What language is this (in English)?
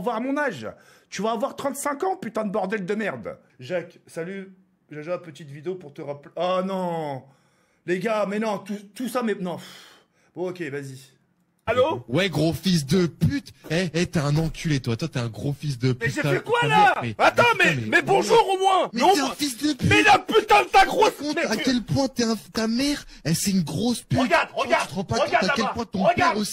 French